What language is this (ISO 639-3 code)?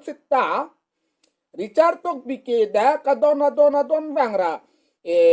mjw